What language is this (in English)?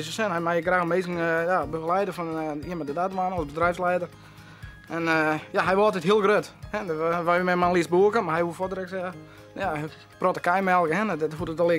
Western Frisian